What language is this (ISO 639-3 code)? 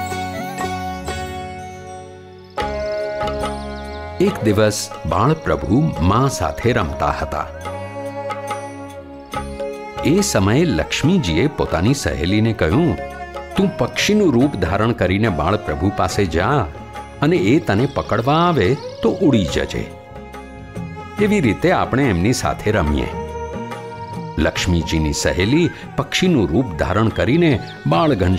guj